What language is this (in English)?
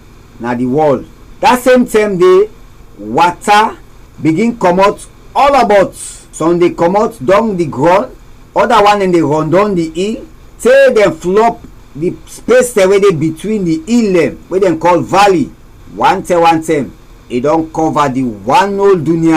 Krio